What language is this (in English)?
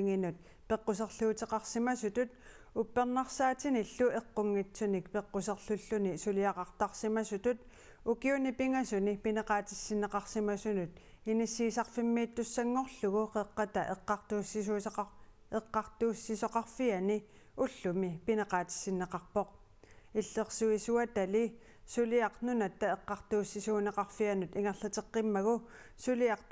Kalaallisut